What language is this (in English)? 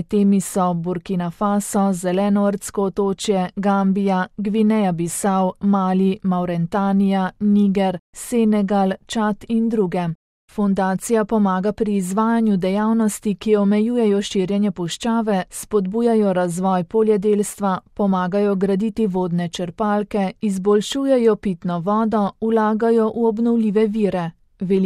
Slovenian